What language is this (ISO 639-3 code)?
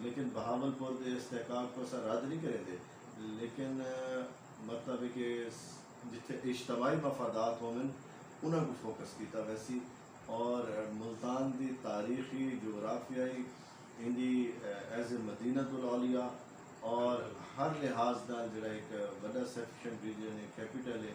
skr